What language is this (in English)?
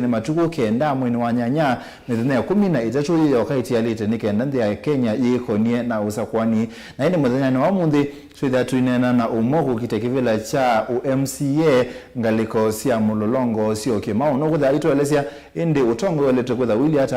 Kamba